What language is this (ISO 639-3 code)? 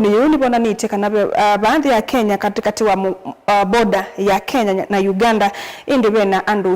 kam